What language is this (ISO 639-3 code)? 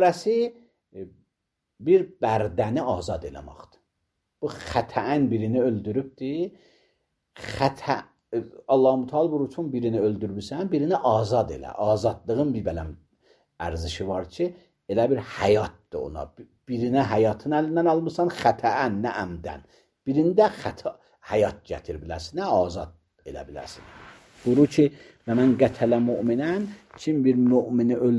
aze